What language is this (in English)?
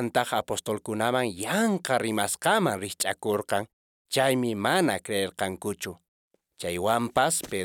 Quechua